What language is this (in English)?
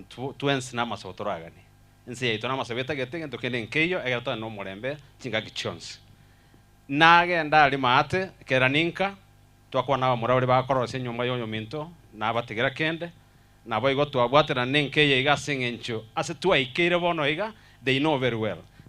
Gusii